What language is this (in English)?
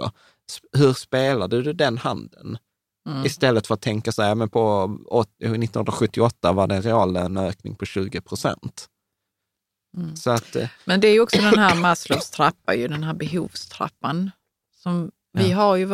Swedish